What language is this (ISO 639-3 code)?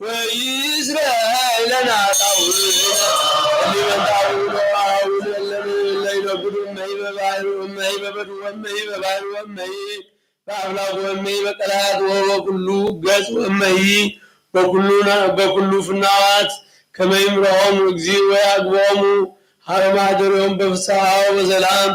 gez